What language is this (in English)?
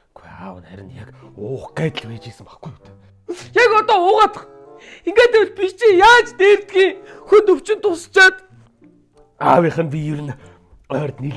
Mongolian